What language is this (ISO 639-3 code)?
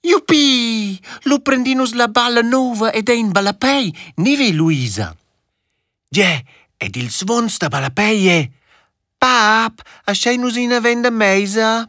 roh